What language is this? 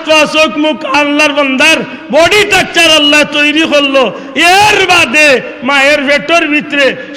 Sylheti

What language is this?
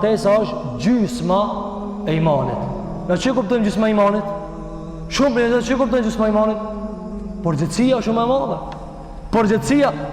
Albanian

